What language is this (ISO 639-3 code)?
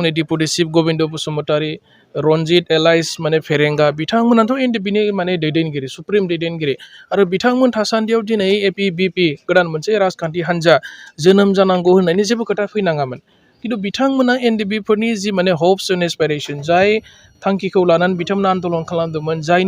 brx